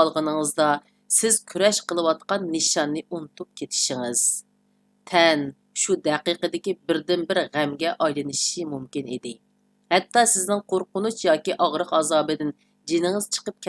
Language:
Uyghur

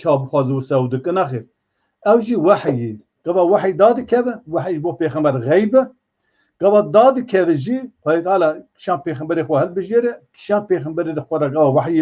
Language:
Kurdish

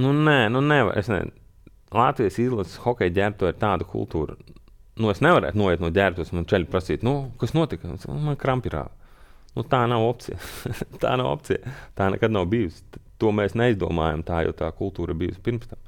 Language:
Latvian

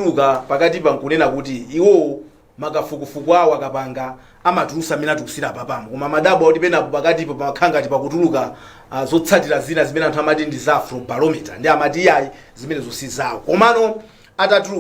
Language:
Nyanja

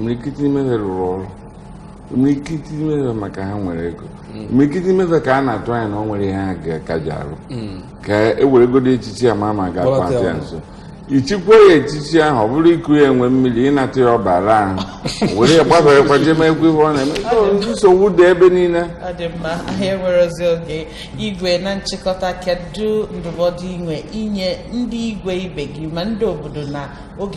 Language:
Igbo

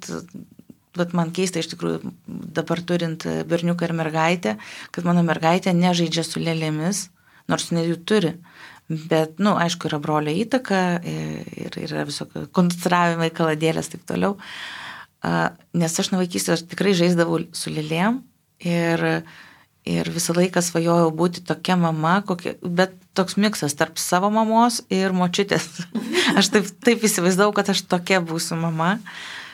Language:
Lithuanian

